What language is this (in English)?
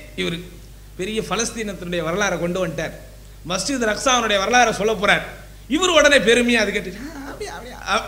Tamil